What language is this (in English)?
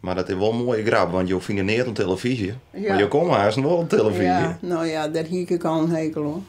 Western Frisian